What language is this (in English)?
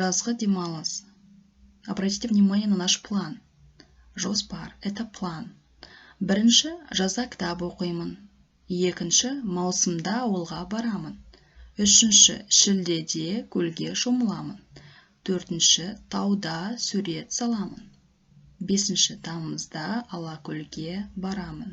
Kazakh